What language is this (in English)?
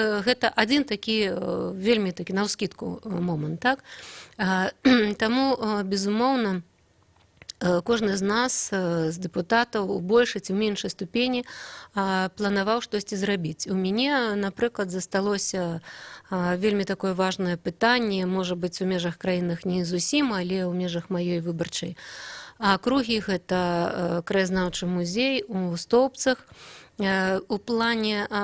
Belarusian